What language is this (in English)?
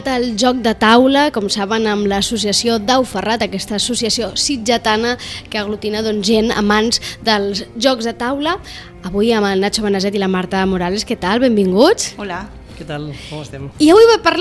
Catalan